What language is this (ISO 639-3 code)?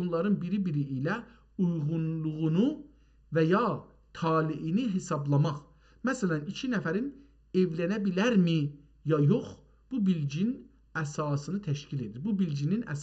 azb